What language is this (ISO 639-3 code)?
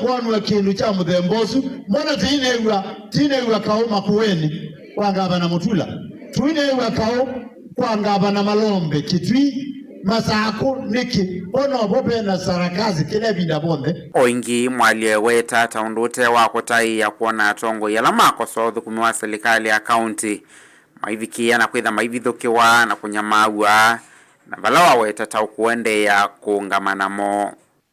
kam